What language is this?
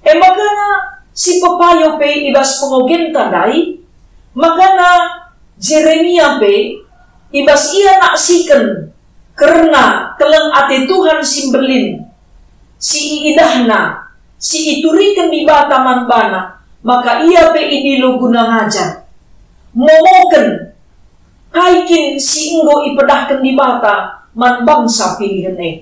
Batak Karo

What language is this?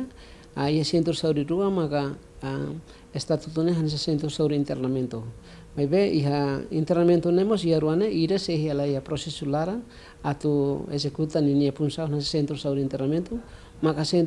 Tetum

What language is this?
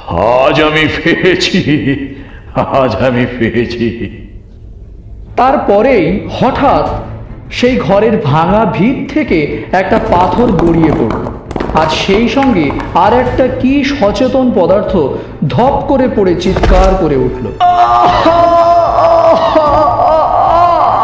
Bangla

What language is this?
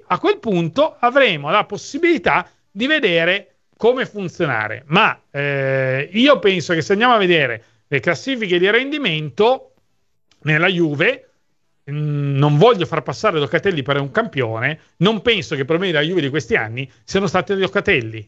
Italian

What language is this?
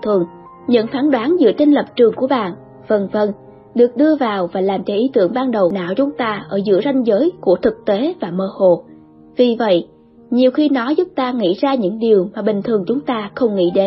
Vietnamese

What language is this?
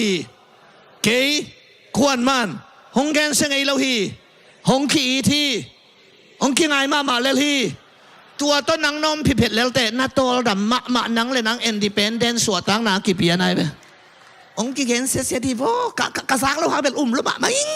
Tedim Chin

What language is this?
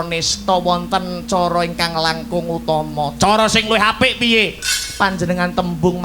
Javanese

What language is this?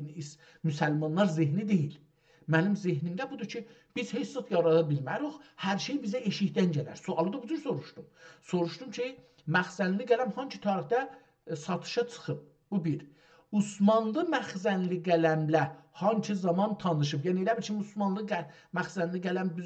South Azerbaijani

